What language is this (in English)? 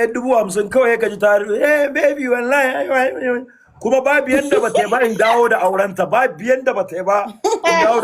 Hausa